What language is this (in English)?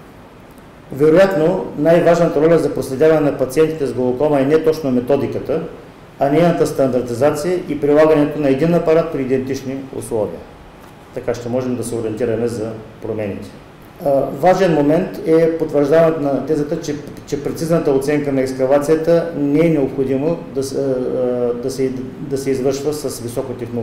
Bulgarian